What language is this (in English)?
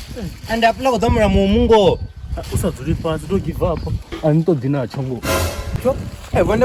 Venda